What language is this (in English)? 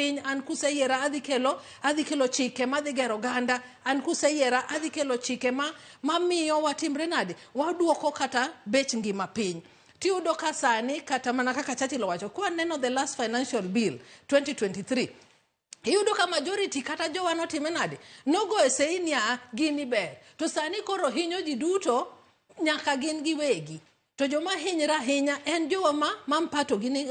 Luo (Kenya and Tanzania)